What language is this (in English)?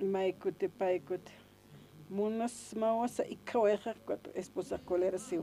Aymara